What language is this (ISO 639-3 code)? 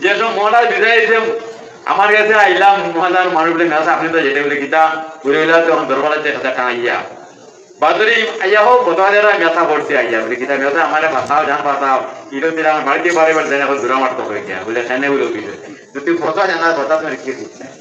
syl